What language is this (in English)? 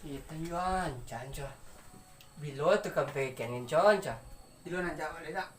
Minangkabau